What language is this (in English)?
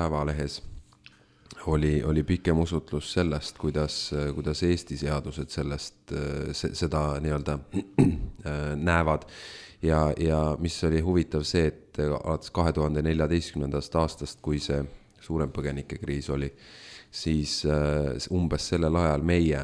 Estonian